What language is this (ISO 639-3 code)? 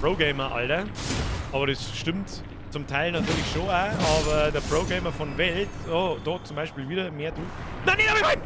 bar